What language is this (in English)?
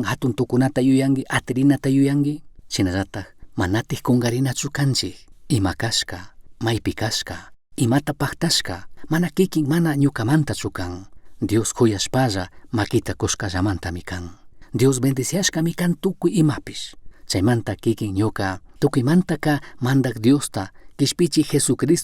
Chimborazo Highland Quichua